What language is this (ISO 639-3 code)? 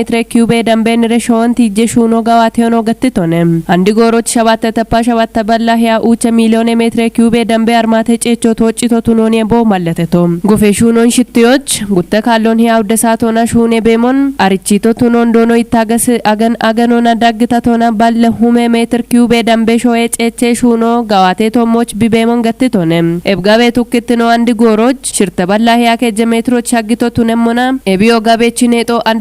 kbr